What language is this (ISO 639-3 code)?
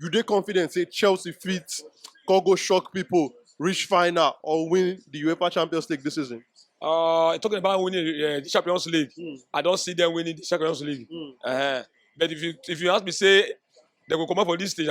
pcm